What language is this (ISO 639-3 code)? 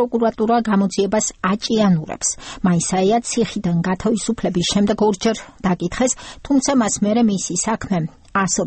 kat